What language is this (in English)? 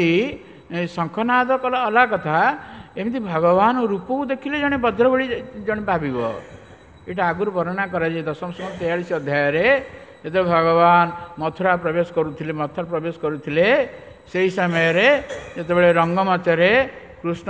Odia